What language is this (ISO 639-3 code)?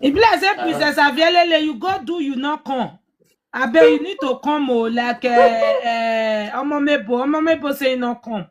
pcm